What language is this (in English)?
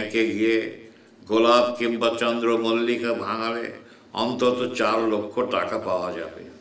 Bangla